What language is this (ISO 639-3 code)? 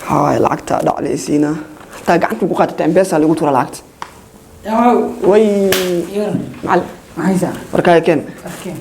som